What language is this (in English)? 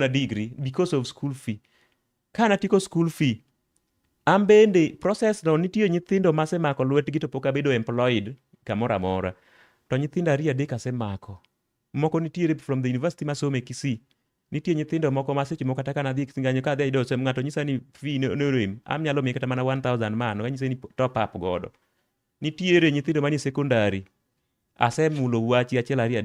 Luo (Kenya and Tanzania)